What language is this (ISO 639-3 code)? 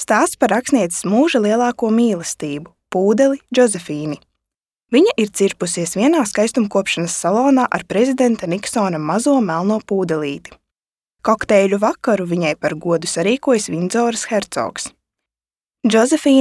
lav